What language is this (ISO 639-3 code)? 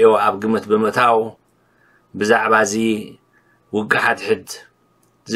tir